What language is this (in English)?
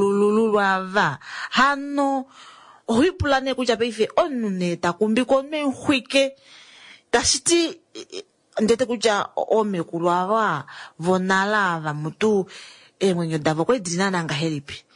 Kuanyama